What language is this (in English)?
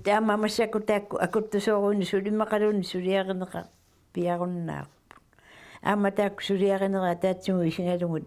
Kalaallisut